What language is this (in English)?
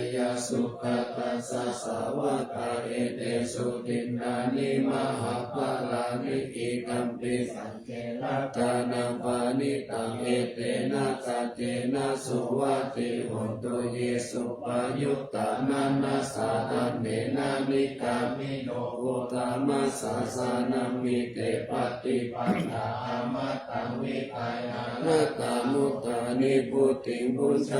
Pali